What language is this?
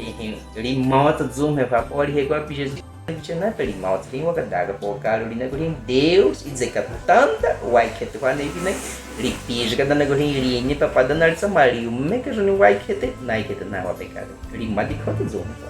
Baniwa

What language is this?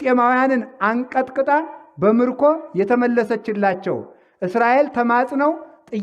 Amharic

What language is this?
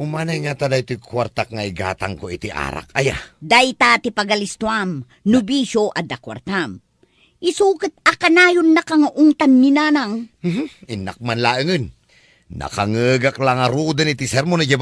Iloko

